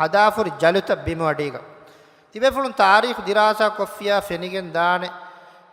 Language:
Divehi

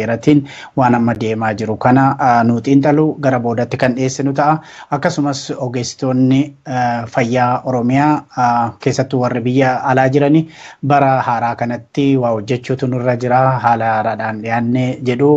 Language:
Oromo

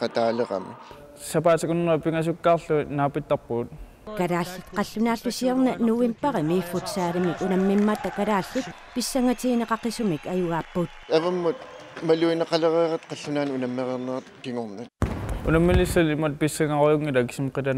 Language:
Kalaallisut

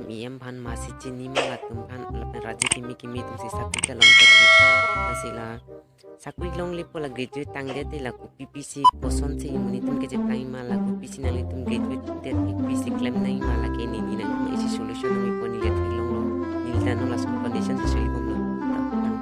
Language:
Karbi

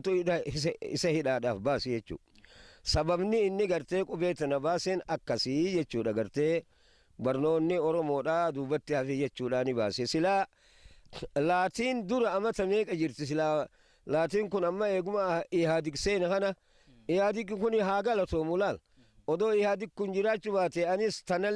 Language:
Oromo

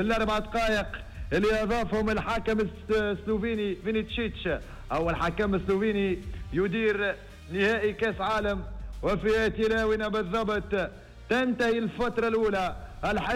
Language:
Tunisian Arabic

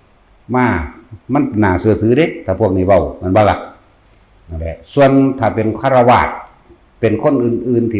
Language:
Lao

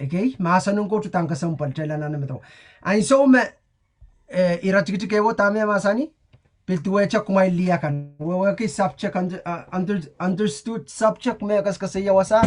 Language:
Pohnpeian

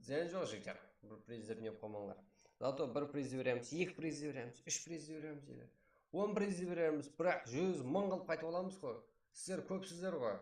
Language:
Kara-Kalpak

